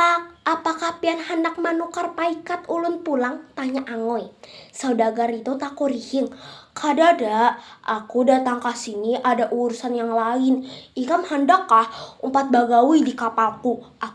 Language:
Banjar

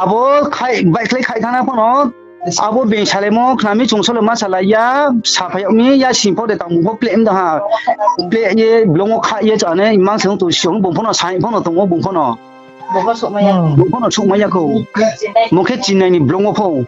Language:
Riang (India)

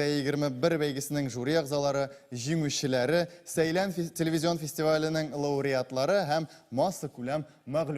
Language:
Tatar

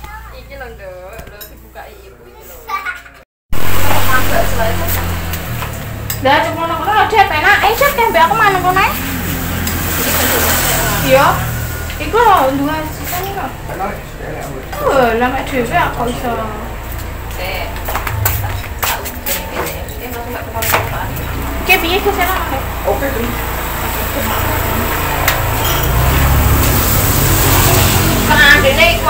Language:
Javanese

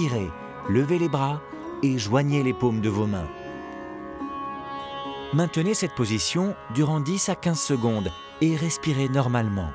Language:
French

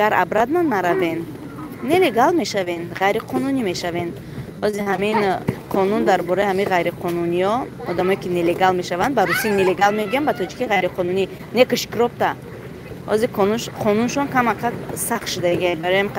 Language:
Tajik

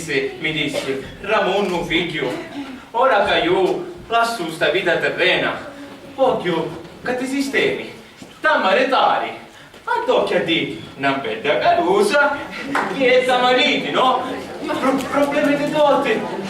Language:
Sicilian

